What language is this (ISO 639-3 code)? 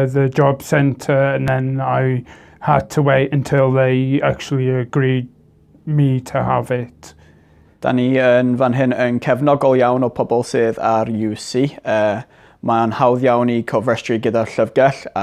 cym